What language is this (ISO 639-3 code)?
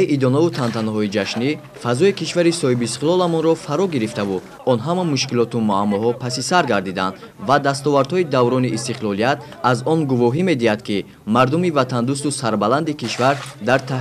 tgk